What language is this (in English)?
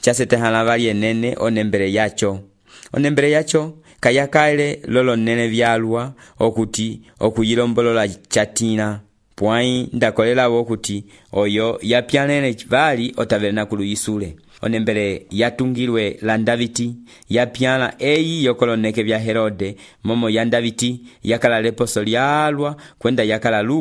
Umbundu